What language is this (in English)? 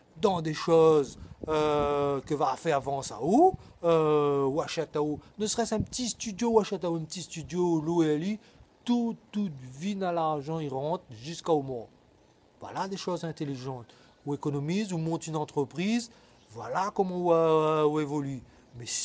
Réunion Creole French